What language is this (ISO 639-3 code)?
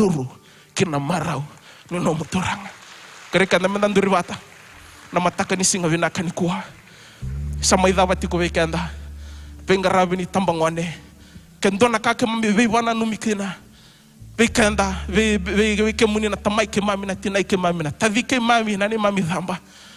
fij